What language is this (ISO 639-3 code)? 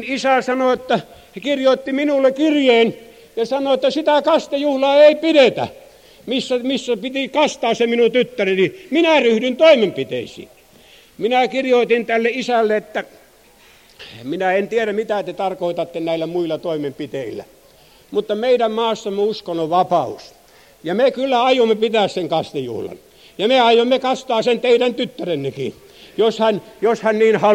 fin